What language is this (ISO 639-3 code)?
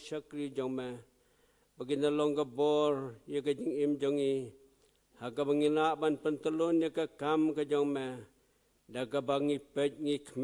kha